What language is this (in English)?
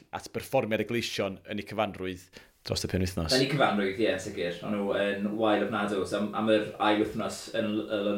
Welsh